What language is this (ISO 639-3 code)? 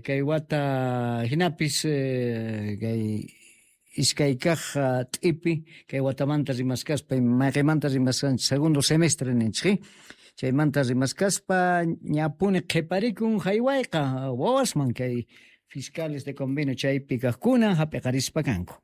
quh